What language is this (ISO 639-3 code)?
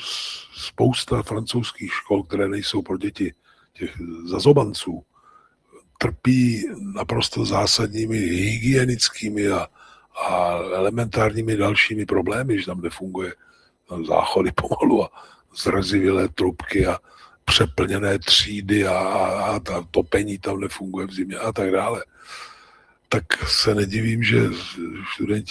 ces